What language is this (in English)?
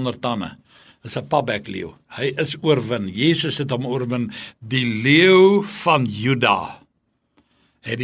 Afrikaans